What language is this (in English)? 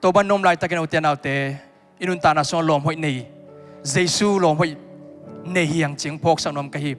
Tedim Chin